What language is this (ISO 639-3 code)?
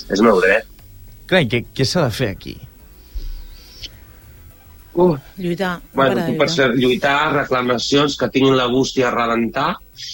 cat